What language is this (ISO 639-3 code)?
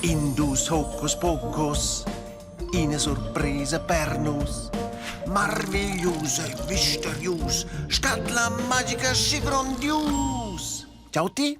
roh